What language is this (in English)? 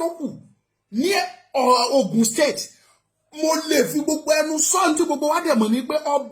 Yoruba